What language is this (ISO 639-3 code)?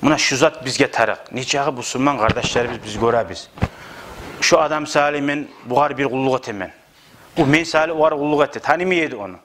kum